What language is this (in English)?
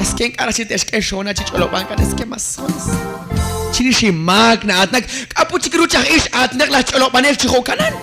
Kekchí